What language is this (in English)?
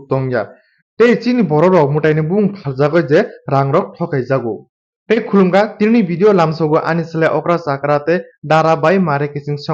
Kok Borok